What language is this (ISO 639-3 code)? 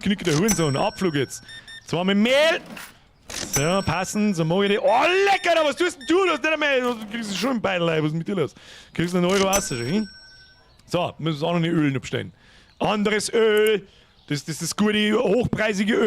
bar